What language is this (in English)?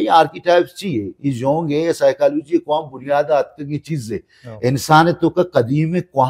Baluchi